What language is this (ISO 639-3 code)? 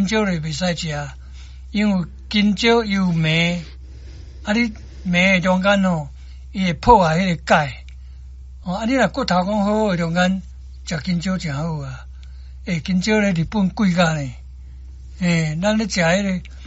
nan